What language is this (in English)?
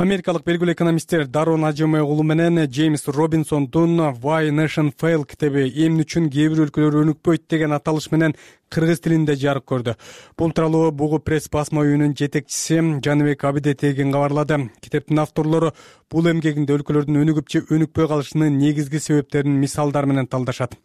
Kyrgyz